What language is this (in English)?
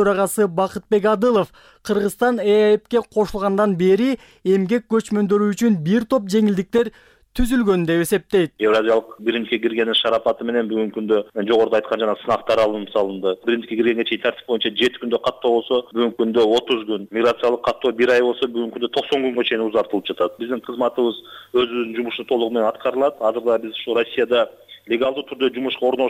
Kyrgyz